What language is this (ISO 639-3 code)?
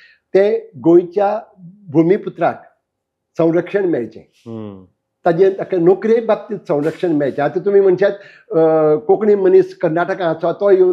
kok